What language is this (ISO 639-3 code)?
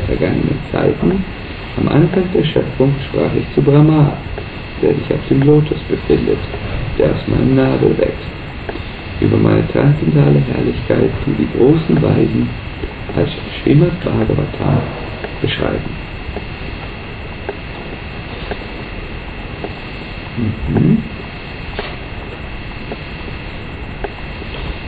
deu